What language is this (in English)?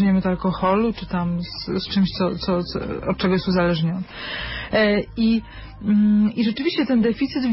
Polish